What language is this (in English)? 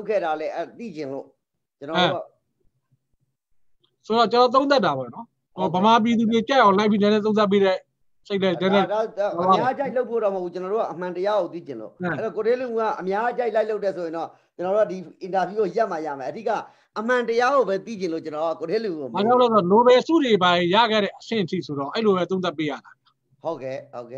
Burmese